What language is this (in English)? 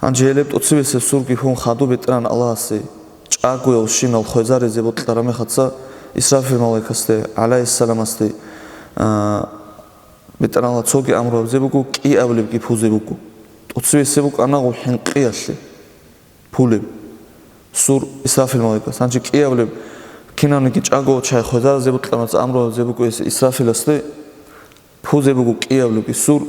Avaric